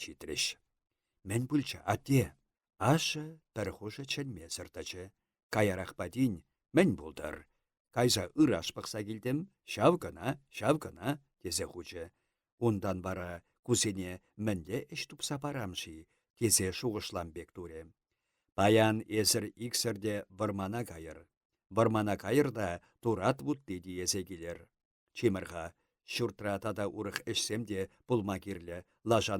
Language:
Chuvash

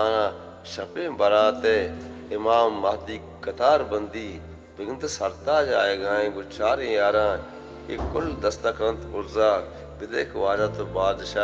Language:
Eastern Balochi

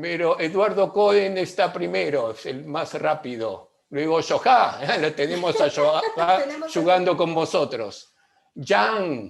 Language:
Ladino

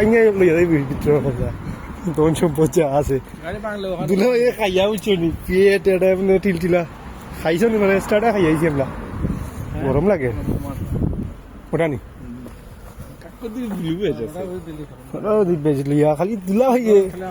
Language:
Sylheti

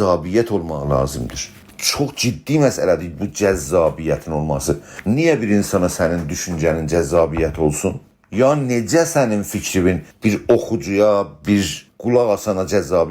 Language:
South Azerbaijani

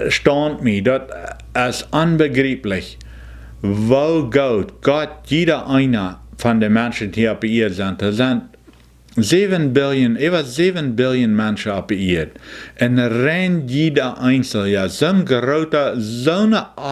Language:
Plautdietsch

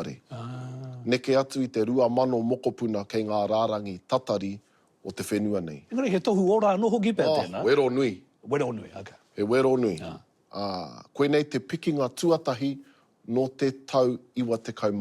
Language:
Māori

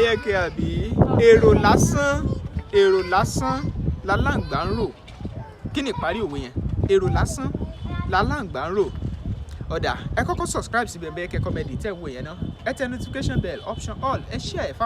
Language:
Yoruba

